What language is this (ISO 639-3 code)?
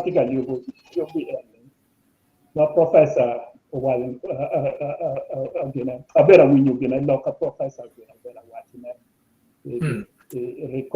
ach